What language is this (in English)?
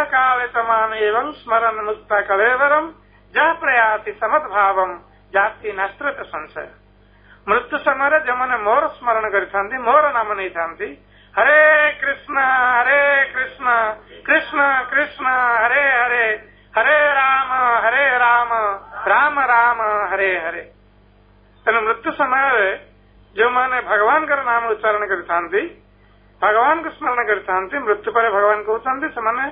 Odia